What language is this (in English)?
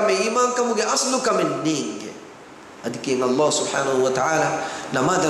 Divehi